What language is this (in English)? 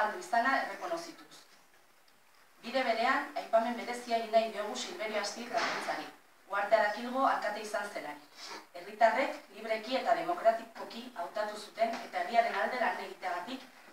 Basque